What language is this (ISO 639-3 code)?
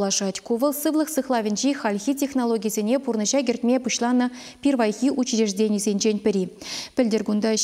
chv